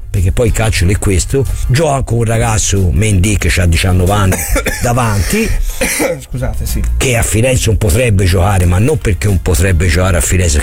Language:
Italian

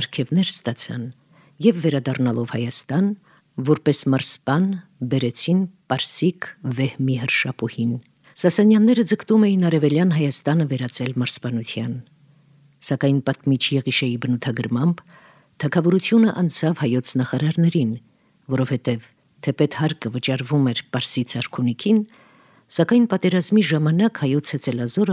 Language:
Armenian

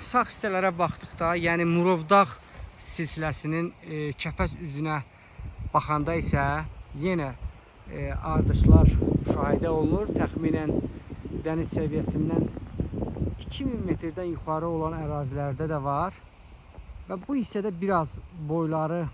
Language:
Azerbaijani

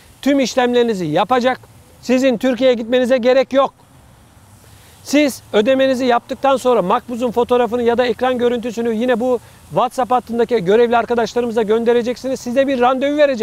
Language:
Turkish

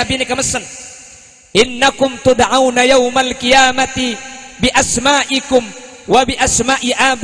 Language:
Madurese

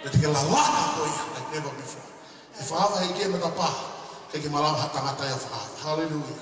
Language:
Tongan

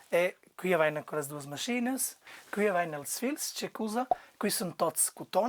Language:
Romansh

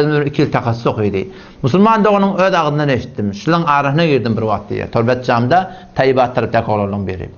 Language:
Turkmen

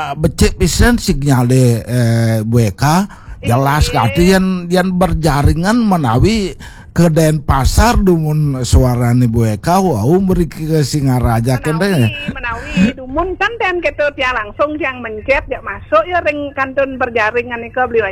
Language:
Balinese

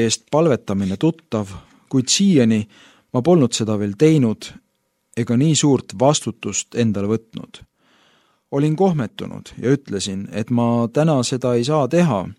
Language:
Estonian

